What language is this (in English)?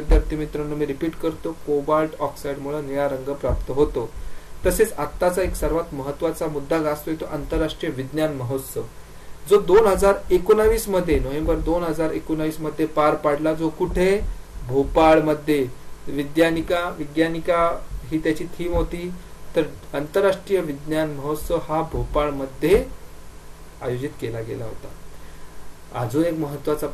Marathi